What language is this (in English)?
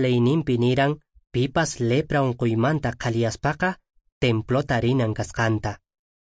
Quechua